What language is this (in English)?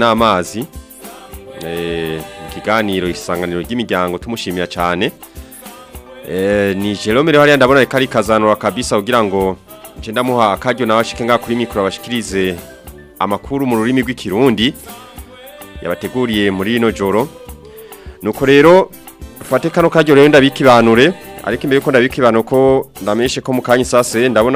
Rundi